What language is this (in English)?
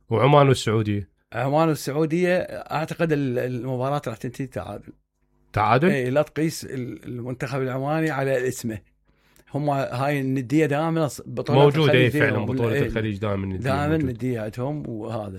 Mesopotamian Arabic